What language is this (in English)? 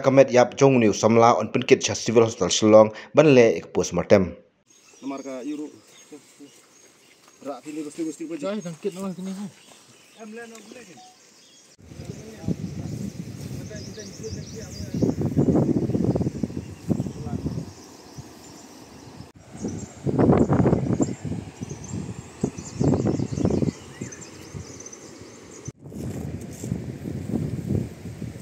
Khasi